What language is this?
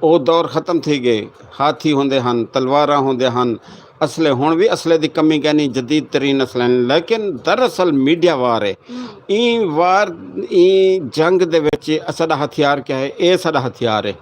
Saraiki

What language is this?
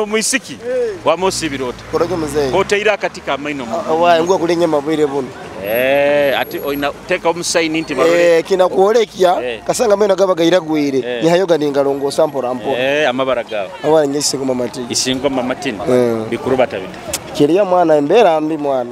Nyoro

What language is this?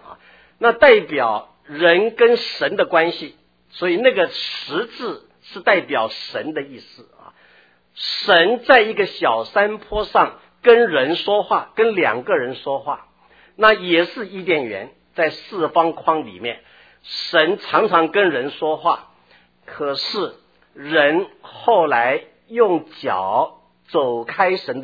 Chinese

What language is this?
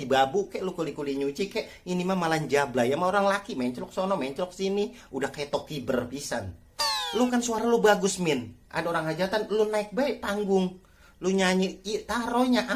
Betawi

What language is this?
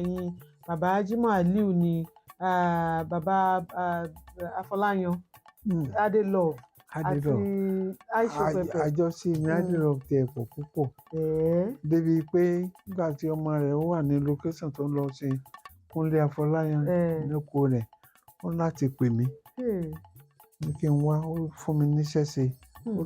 Yoruba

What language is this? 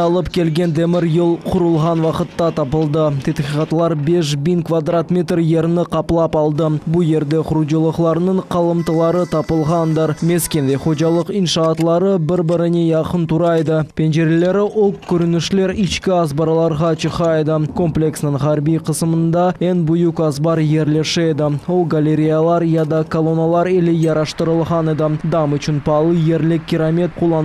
Crimean Tatar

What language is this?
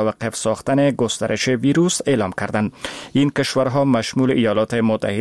Persian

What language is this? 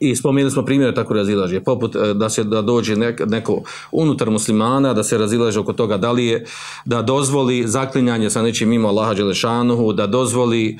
Bosnian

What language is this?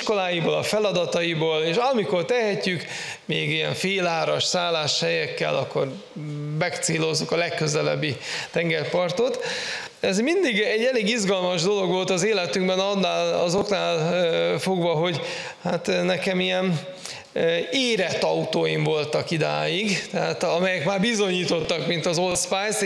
Hungarian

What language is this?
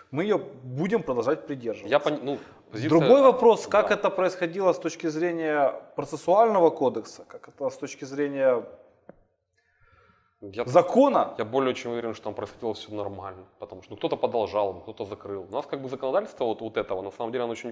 Russian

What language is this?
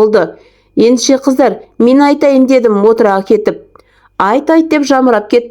Kazakh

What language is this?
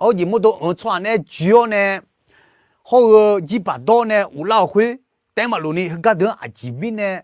Akha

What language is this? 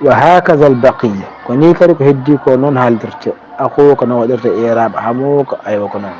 Fula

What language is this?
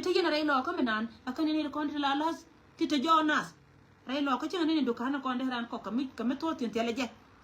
Nuer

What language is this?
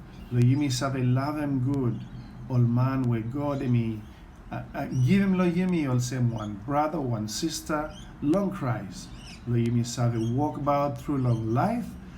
Bislama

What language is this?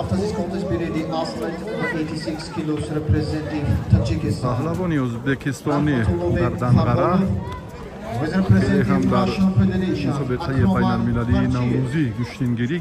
Tajik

